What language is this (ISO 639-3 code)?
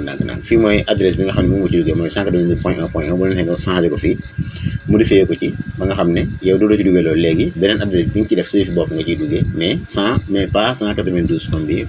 wol